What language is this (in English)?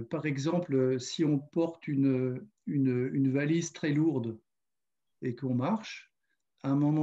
French